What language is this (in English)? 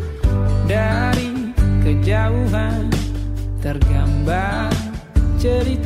Indonesian